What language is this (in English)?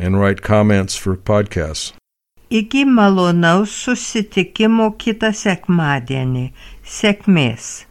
Lithuanian